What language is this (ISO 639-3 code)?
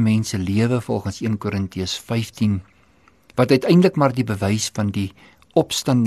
afr